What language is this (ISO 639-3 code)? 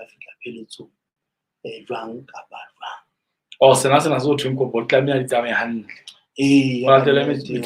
sot